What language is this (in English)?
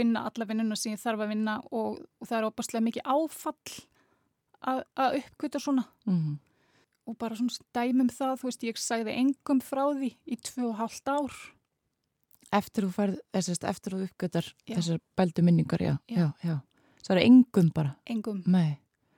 Icelandic